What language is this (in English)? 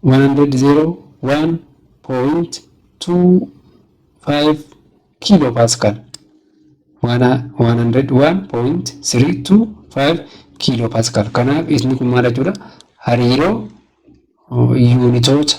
Oromo